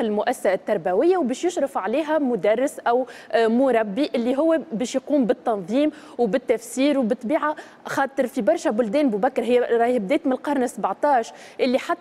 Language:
Tunisian Arabic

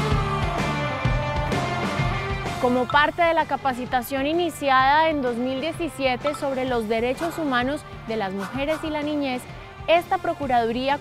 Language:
Spanish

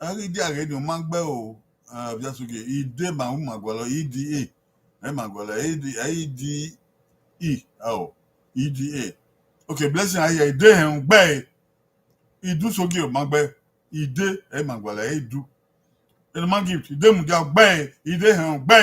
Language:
Bini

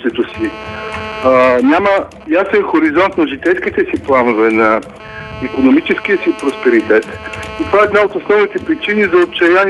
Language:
Bulgarian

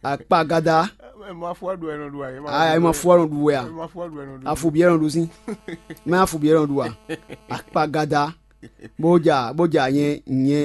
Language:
Fon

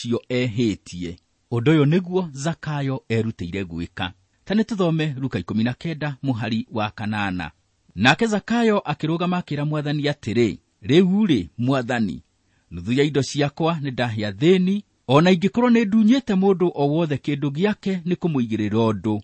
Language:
Kikuyu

